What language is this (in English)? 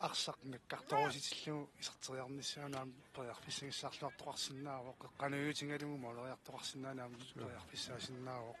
Kalaallisut